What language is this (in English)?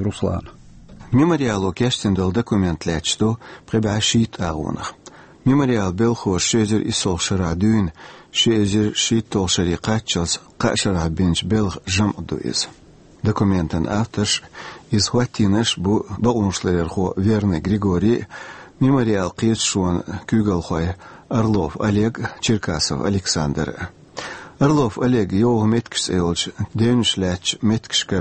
Chechen